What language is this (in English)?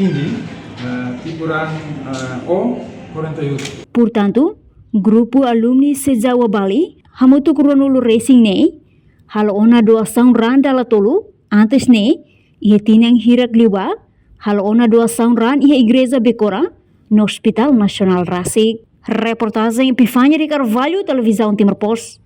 Tetum